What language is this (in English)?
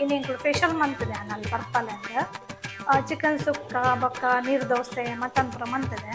Tulu